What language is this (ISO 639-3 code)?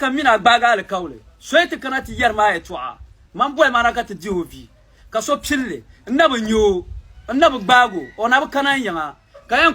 dag